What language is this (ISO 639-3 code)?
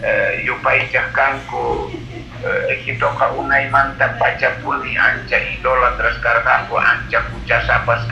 que